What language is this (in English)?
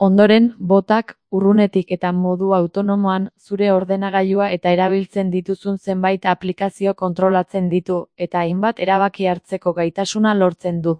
Basque